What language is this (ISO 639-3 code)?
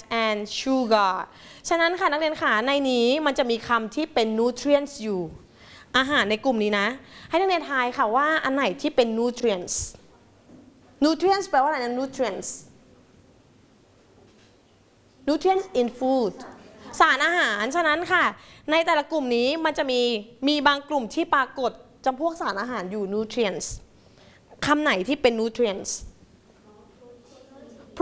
tha